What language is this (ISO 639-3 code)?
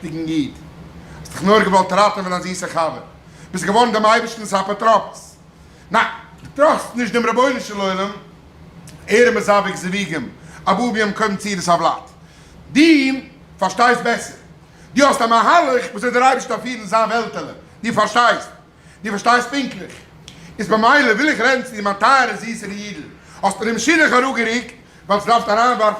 yid